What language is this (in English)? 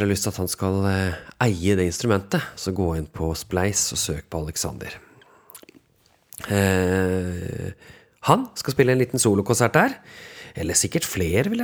Norwegian